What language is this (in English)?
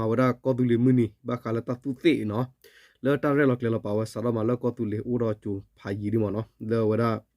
S'gaw Karen